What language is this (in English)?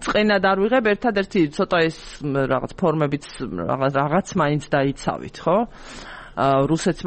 Georgian